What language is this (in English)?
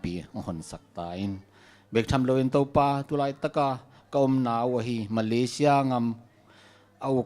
Tedim Chin